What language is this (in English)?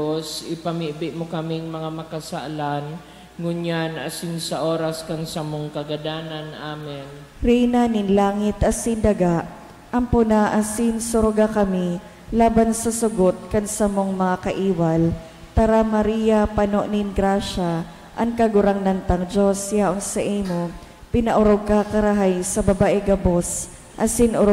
Bikol